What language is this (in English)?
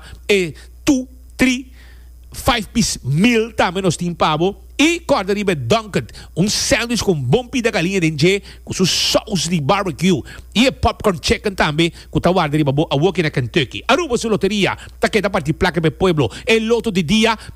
Papiamento